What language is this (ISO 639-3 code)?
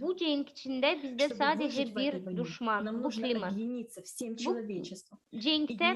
gag